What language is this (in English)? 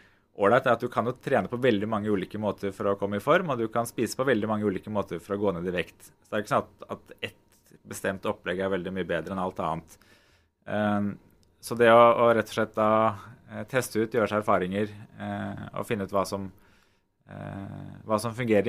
Norwegian